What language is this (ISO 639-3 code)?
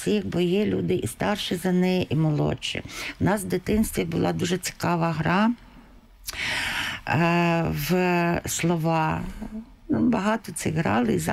ukr